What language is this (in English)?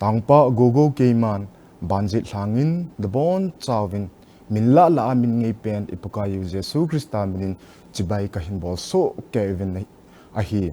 Thado Chin